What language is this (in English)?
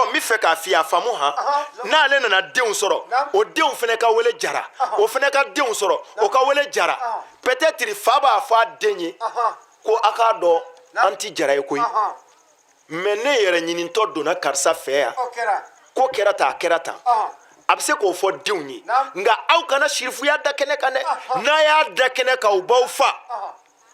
Bambara